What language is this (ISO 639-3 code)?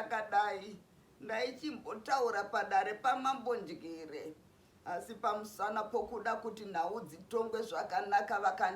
sna